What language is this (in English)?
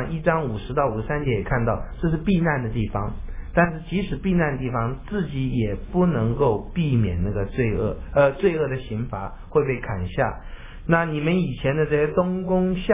Chinese